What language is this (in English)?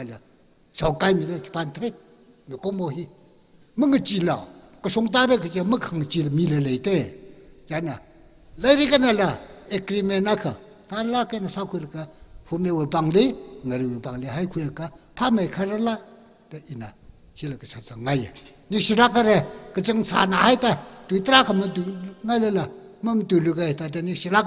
Tangkhul Naga (India)